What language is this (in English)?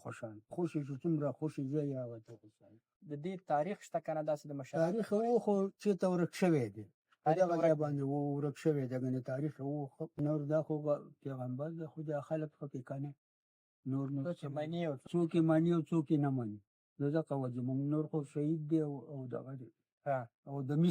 Pashto